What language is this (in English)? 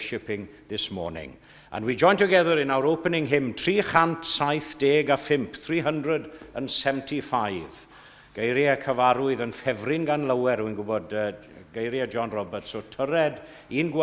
Welsh